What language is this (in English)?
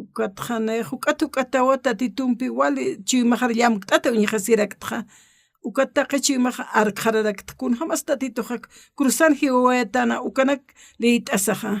Aymara